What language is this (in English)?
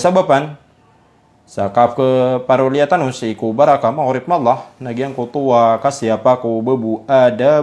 Maranao